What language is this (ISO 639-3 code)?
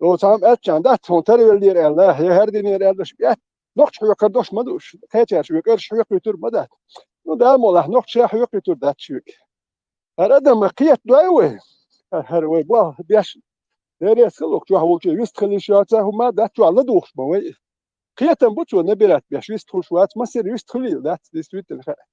che